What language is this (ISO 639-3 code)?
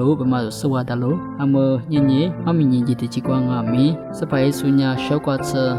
lis